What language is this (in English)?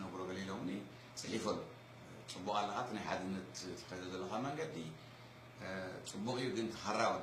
Tigrinya